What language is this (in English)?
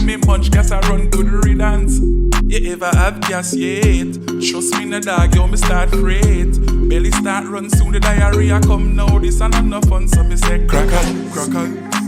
Jamaican Creole English